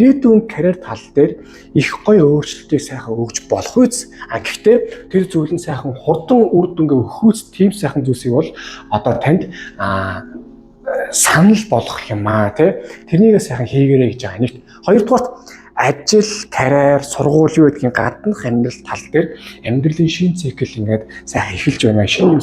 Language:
Mongolian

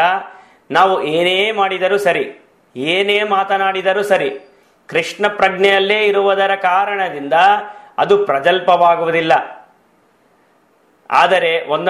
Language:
Kannada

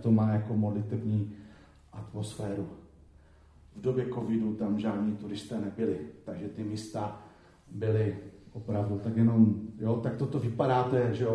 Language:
Czech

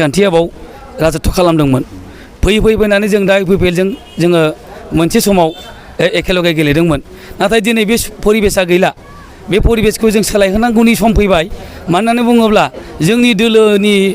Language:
Bodo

